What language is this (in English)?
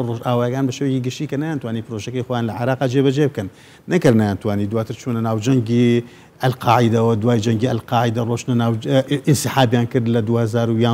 Central Kurdish